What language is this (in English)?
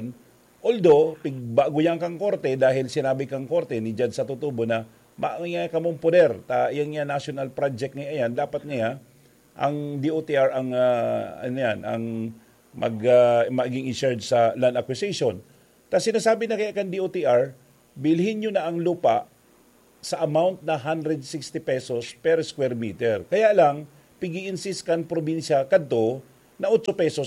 Bikol